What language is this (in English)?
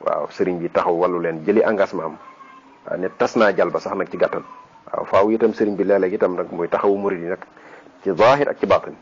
Wolof